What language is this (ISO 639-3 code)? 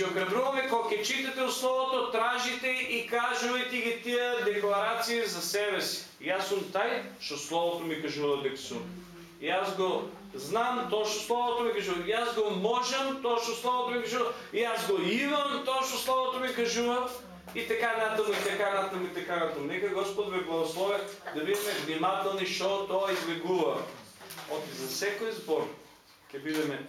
mkd